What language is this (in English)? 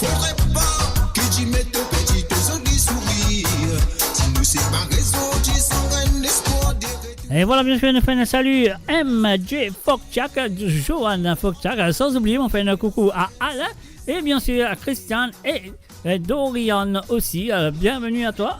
Morisyen